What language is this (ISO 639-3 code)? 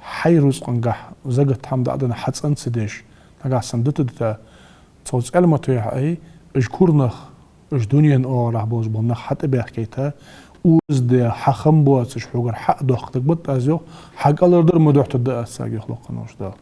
inh